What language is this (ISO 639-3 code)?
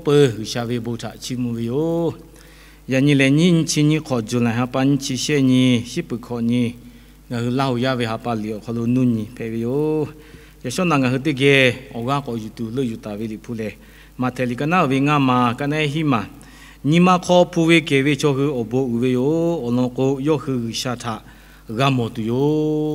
lhu